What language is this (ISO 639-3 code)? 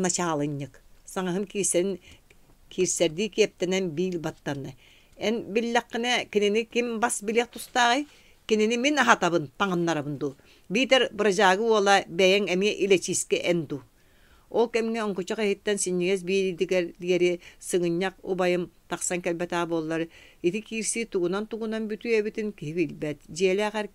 sah